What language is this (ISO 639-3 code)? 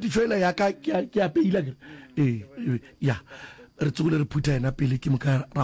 nso